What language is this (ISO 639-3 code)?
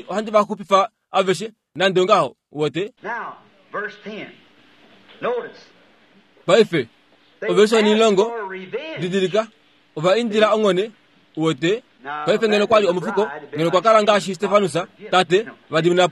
kua